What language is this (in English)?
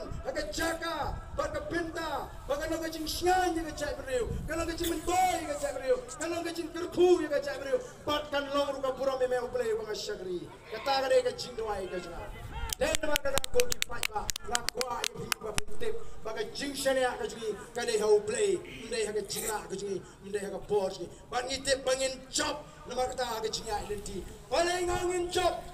Khasi